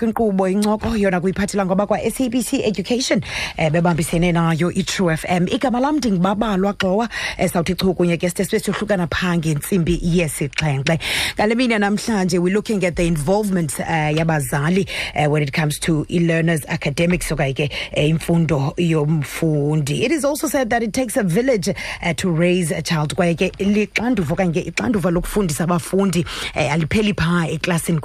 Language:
Xhosa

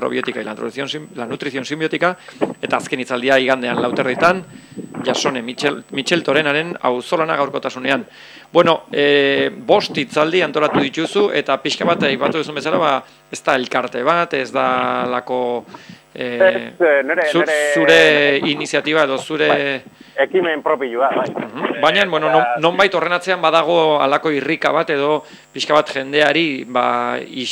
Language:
Basque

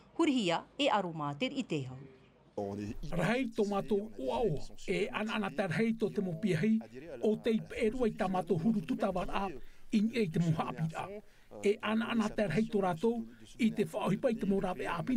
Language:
Tahitian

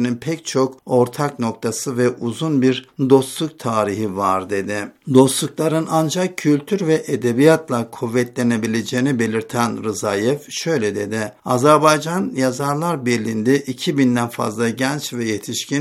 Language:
Turkish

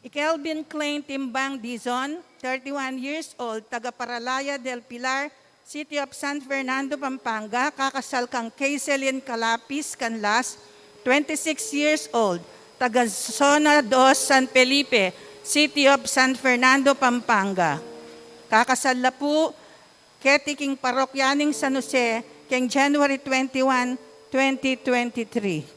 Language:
Pampanga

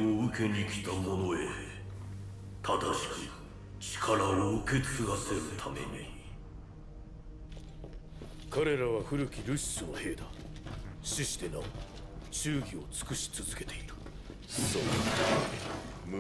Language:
Japanese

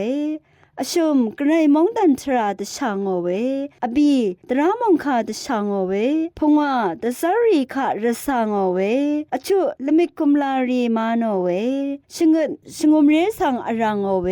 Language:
Rawang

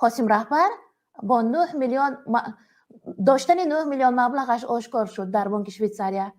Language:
Tajik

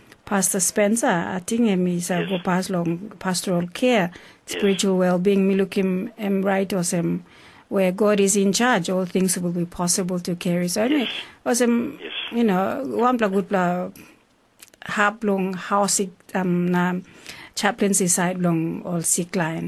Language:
Tok Pisin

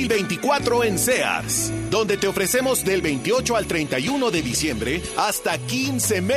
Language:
Spanish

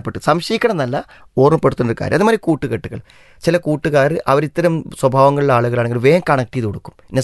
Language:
Malayalam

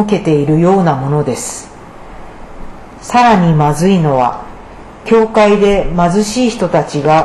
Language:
Japanese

